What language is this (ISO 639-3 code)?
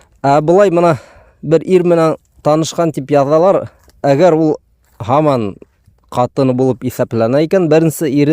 bak